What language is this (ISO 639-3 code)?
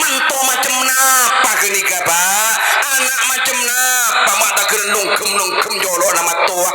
mad